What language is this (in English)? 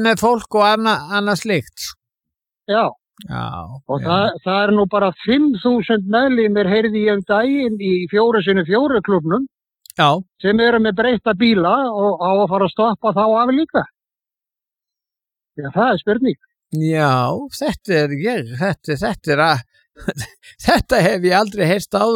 Icelandic